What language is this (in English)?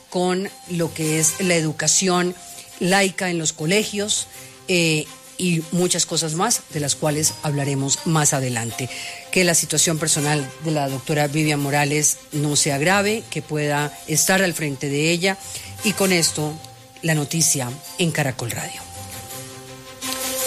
Spanish